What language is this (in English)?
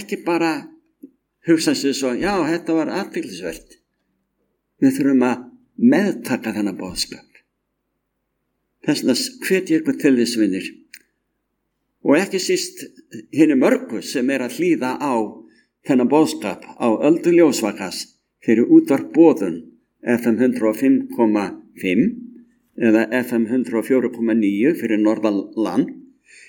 Icelandic